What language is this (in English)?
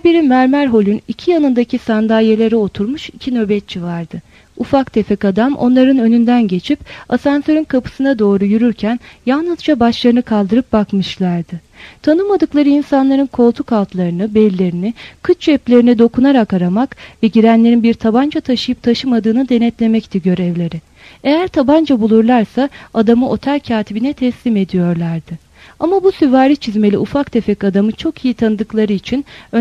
Turkish